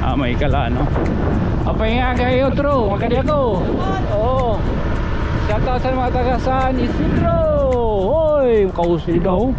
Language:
Waray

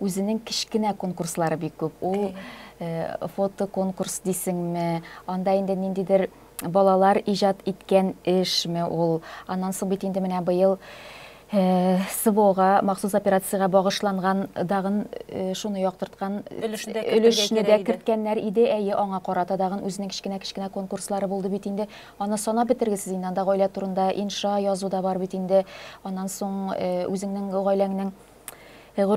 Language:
Tatar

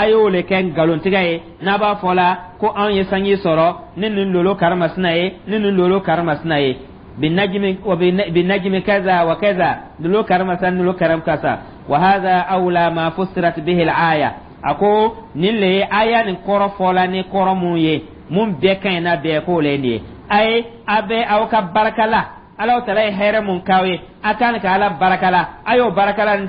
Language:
Dyula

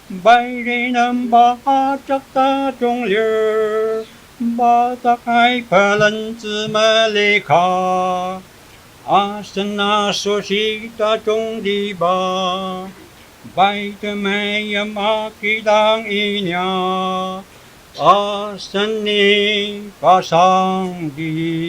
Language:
Ao Naga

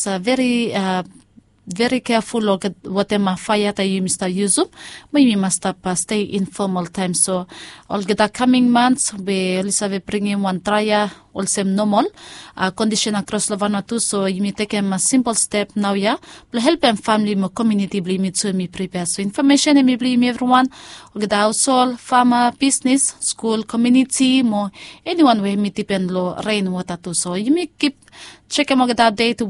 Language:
Bislama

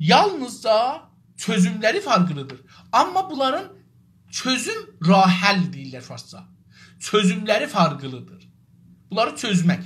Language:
South Azerbaijani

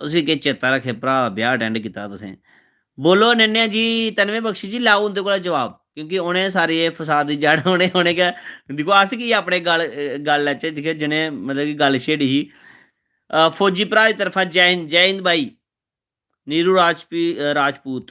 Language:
Dogri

